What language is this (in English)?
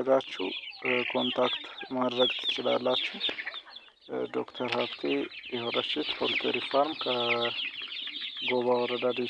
Amharic